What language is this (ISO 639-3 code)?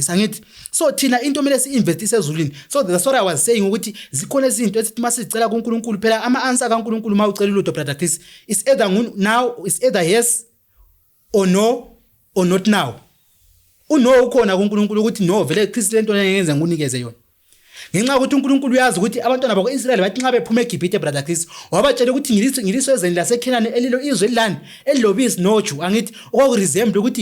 zul